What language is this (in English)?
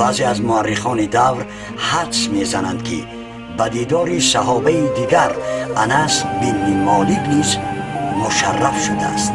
Tajik